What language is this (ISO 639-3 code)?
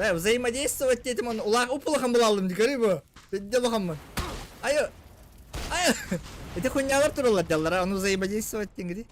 sah